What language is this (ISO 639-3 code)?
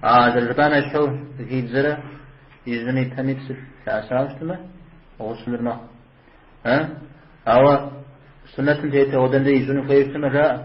kbd